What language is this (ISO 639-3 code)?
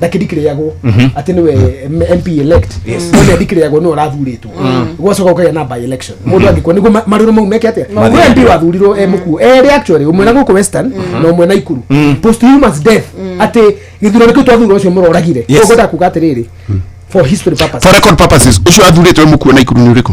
kik